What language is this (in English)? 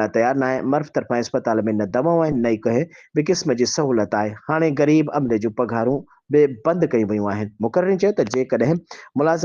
Sindhi